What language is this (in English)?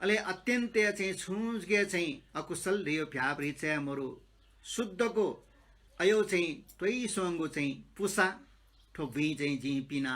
Newari